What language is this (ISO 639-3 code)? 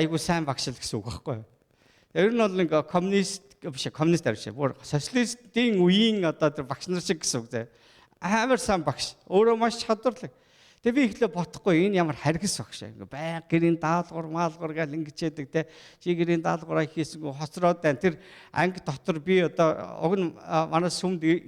mon